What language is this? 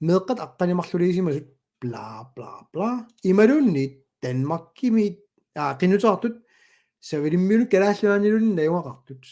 Kalaallisut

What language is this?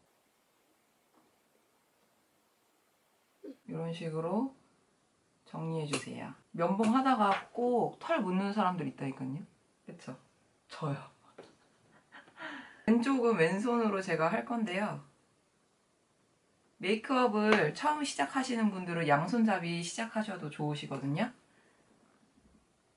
Korean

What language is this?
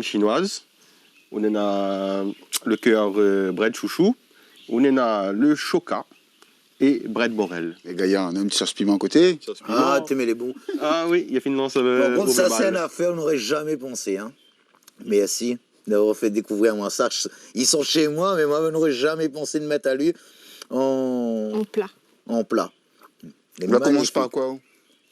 Réunion Creole French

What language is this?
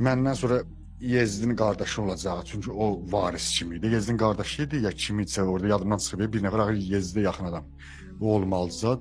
Azerbaijani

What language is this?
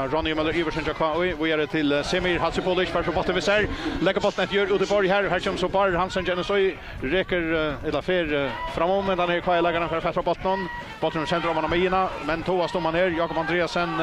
Faroese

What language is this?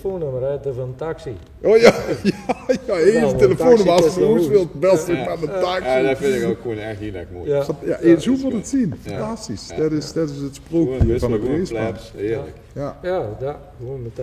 Limburgish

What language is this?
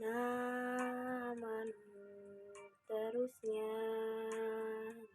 Sundanese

